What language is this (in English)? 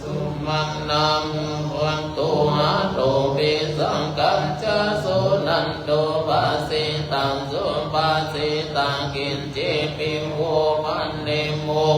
Pali